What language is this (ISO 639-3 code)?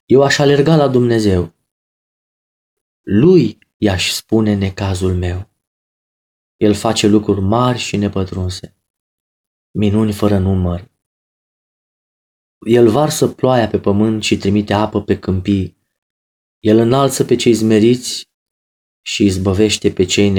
ron